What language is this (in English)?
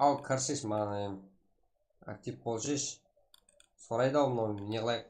Kara-Kalpak